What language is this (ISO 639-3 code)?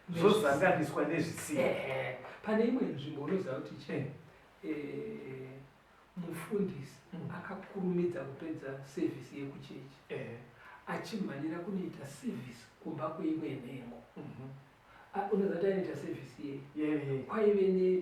sna